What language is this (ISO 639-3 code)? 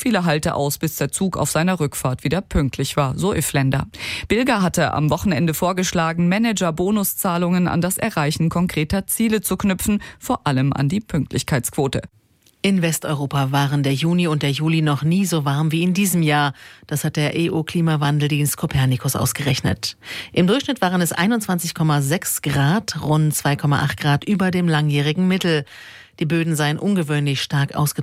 deu